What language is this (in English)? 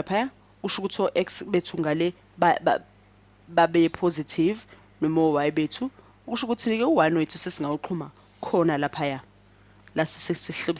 Zulu